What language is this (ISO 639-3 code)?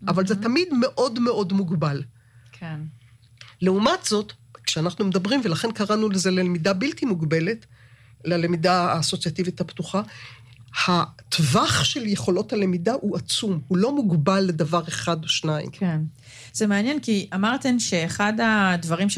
heb